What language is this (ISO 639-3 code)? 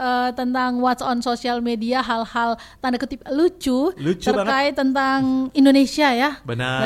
ind